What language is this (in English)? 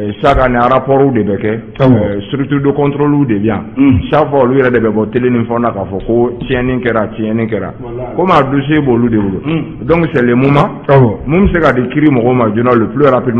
Bambara